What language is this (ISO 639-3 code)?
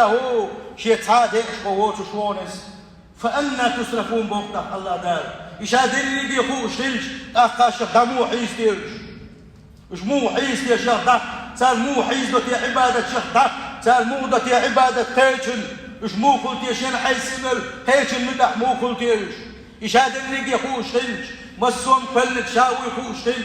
che